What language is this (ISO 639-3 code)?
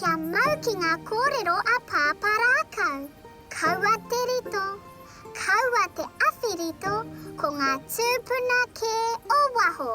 mri